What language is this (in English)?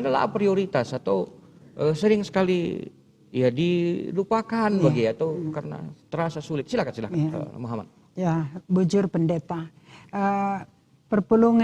Batak Karo